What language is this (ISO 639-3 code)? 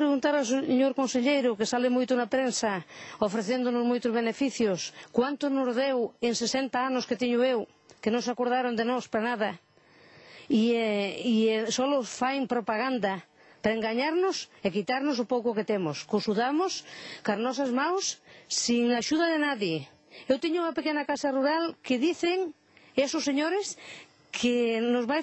glg